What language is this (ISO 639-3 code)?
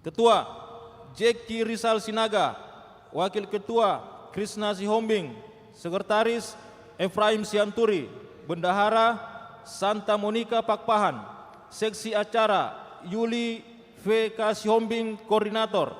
bbc